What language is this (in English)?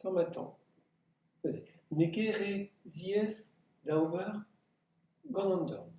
Breton